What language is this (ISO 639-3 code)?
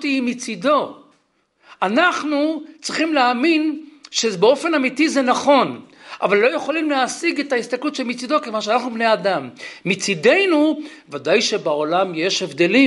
heb